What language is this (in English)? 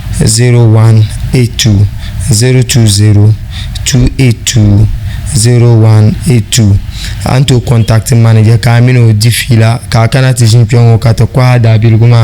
Dagbani